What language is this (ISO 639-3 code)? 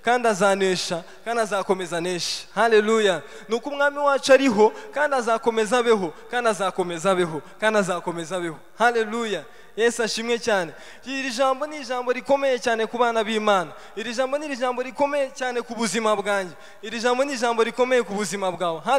kin